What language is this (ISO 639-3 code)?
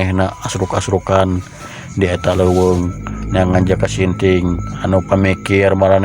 sun